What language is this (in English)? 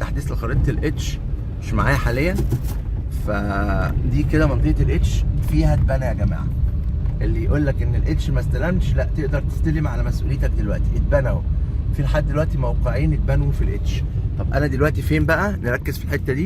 Egyptian Arabic